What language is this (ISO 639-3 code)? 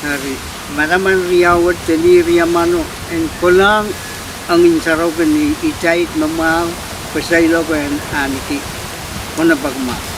pon